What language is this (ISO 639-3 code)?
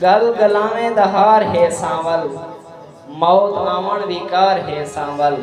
skr